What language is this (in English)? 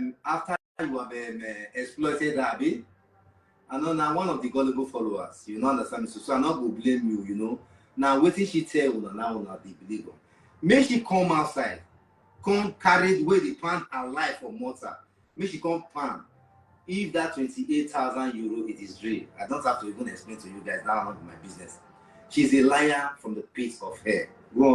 Nigerian Pidgin